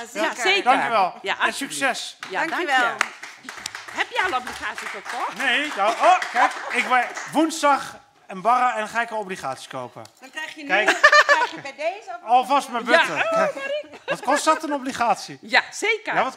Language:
Dutch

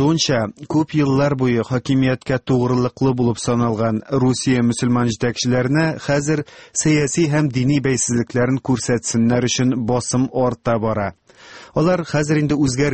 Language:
Tatar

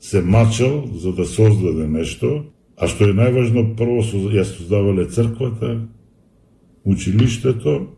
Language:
Macedonian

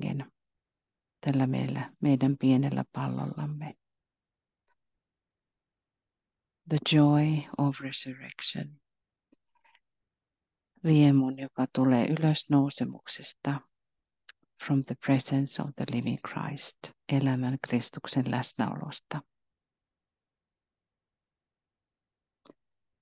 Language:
Finnish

